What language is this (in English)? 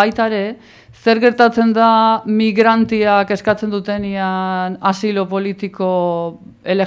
Basque